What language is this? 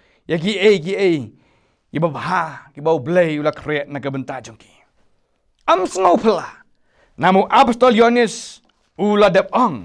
Khasi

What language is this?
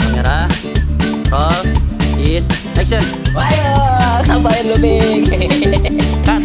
Betawi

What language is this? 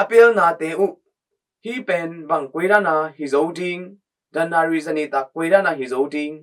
Tedim Chin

